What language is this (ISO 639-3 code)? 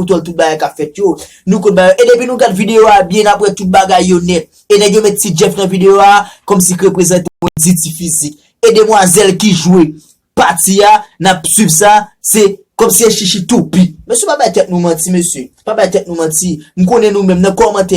hat